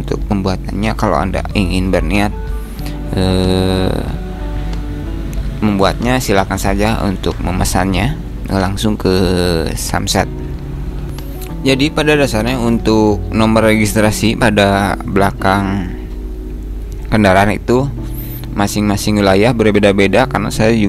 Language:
Indonesian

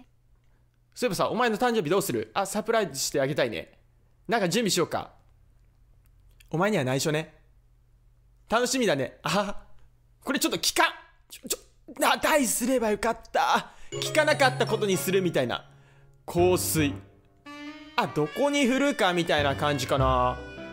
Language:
Japanese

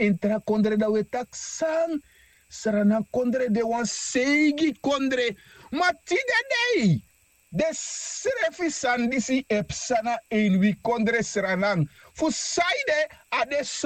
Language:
Sranan Tongo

